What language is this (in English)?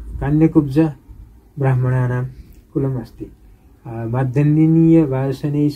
Sanskrit